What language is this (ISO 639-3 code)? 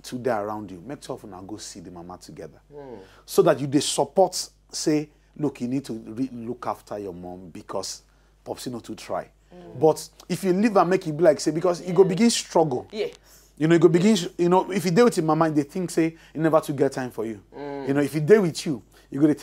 pcm